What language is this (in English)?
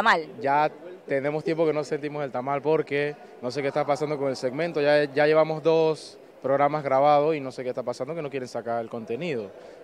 Spanish